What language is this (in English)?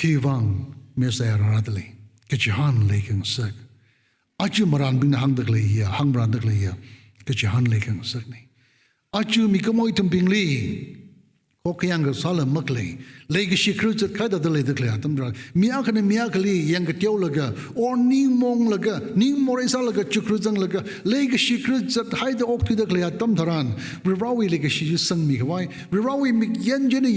Tangkhul Naga (India)